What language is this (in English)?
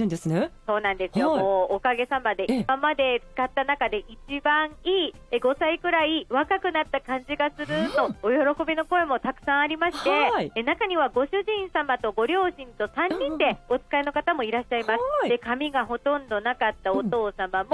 Japanese